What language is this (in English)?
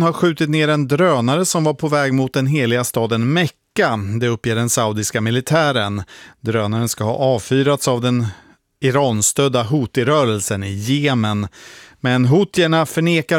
Swedish